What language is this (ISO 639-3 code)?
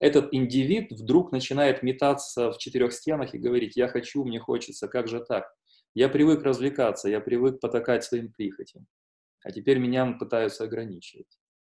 rus